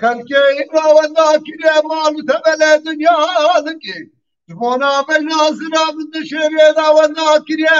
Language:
Kurdish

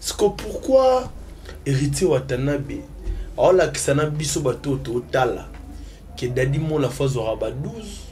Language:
Lingala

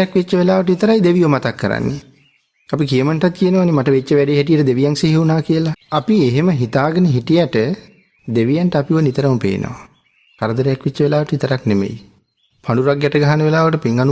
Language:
Sinhala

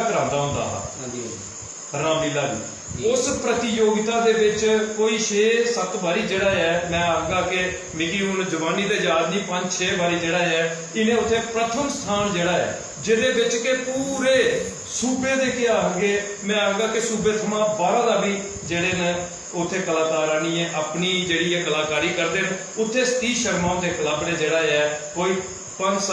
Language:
Dogri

